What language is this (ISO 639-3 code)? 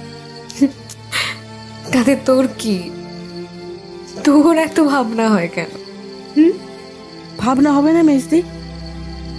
ben